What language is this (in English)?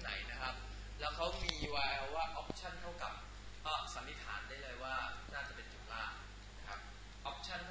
Thai